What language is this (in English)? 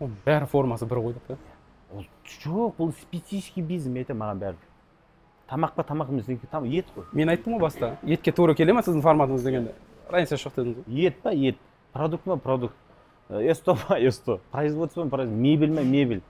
Kazakh